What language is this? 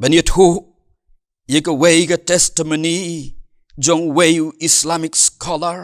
Khasi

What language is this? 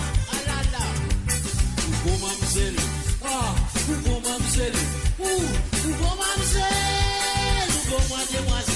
Morisyen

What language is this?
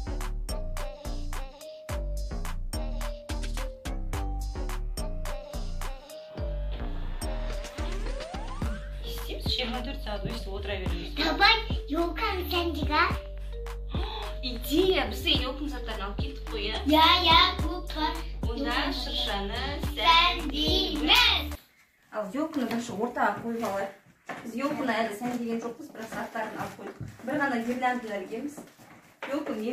Kazakh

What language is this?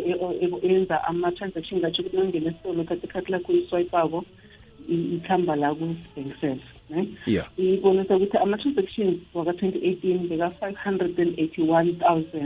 South Ndebele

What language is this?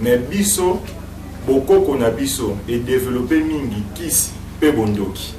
Lingala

